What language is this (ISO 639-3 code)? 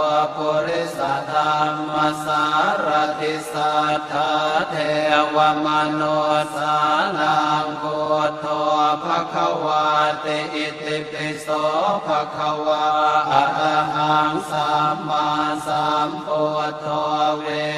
pli